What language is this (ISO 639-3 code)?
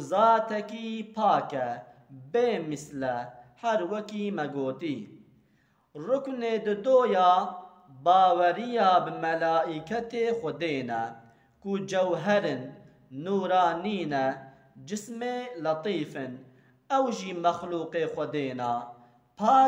kur